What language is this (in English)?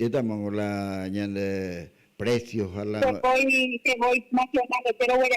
Guarani